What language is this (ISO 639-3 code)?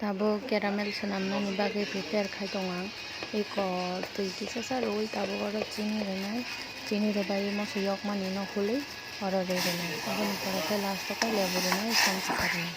trp